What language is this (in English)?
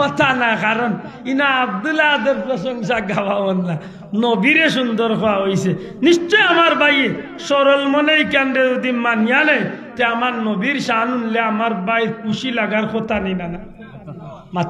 Sylheti